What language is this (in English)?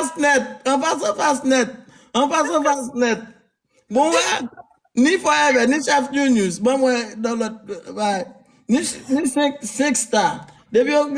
Haitian Creole